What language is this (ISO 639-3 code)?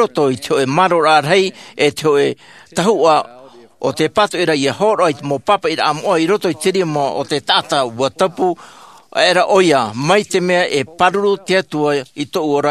tah